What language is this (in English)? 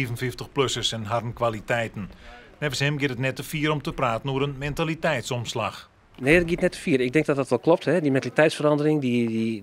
Western Frisian